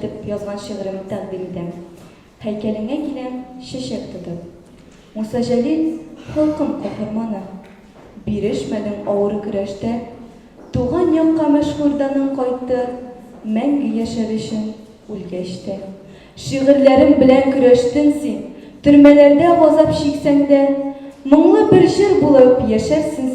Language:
Tatar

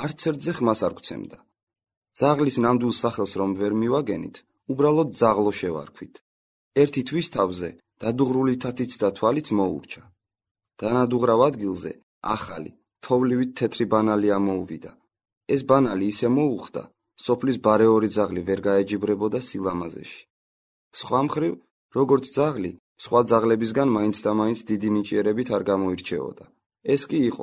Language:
Georgian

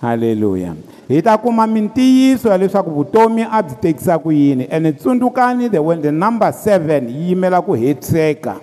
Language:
Tsonga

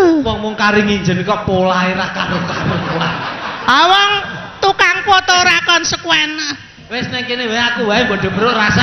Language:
Javanese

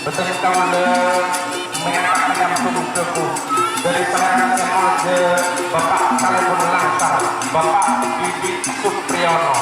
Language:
Madurese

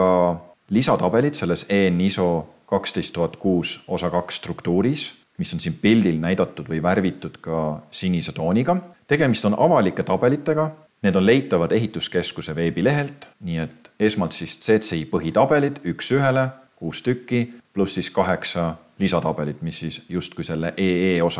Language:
Estonian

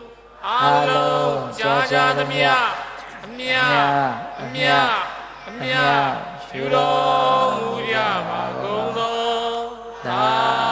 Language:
Burmese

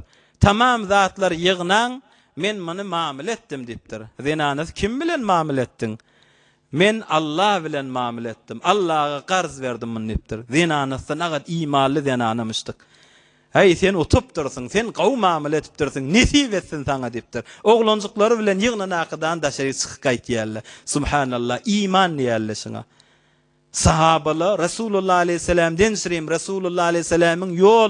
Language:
Turkmen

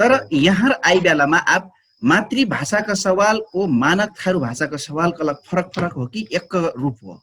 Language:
Dangaura Tharu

